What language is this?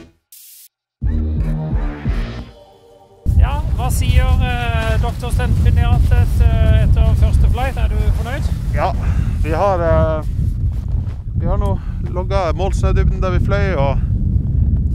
Norwegian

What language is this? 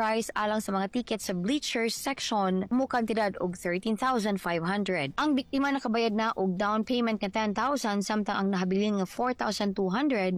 Cebuano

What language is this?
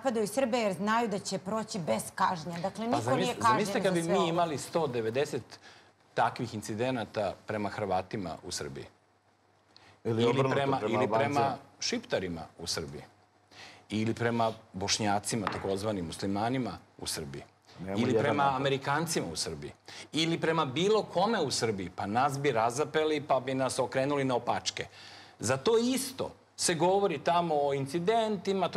Serbian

